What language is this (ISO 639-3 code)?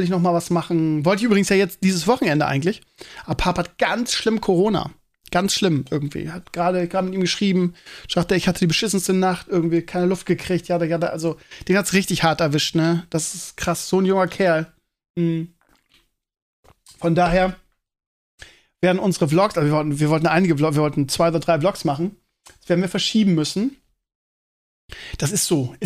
deu